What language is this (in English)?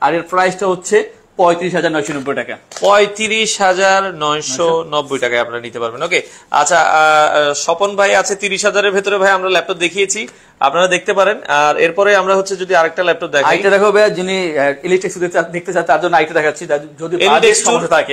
Bangla